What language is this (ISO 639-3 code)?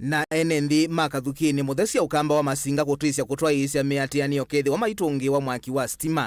kam